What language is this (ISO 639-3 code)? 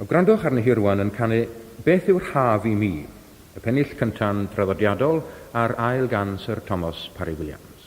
cym